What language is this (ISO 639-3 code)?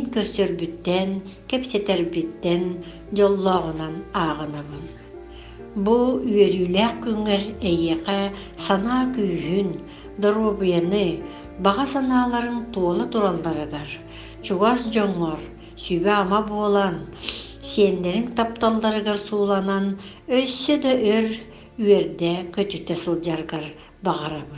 sah